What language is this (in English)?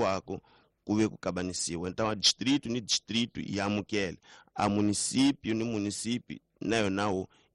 Tsonga